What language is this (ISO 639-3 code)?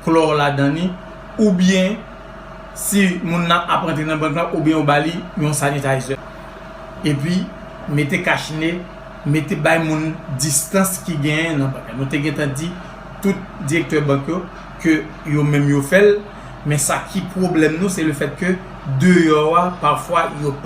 hat